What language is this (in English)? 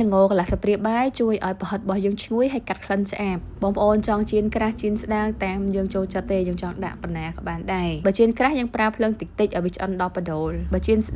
Khmer